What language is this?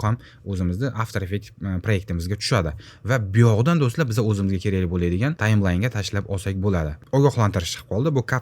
Uzbek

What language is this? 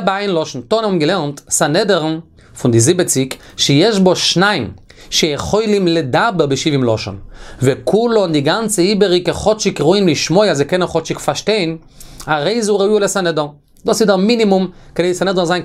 Yiddish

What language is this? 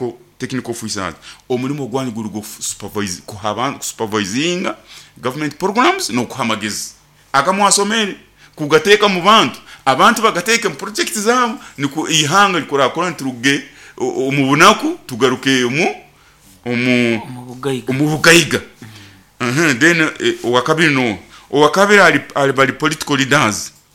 Nyoro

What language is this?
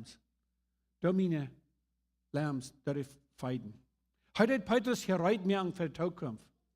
Plautdietsch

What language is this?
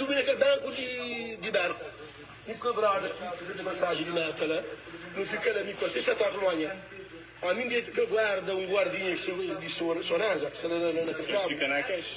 Kabuverdianu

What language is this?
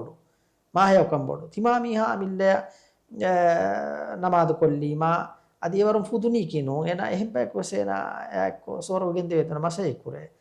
Divehi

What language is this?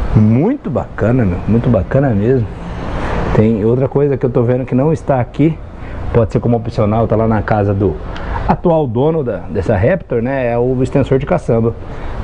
Portuguese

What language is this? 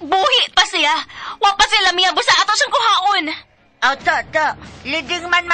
Cebuano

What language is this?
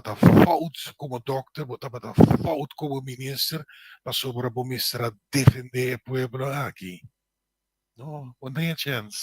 Papiamento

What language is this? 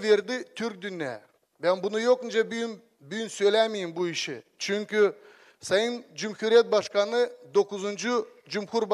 Gagauz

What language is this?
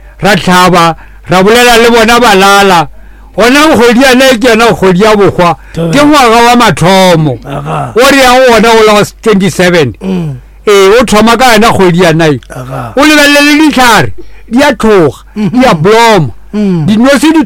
Northern Sotho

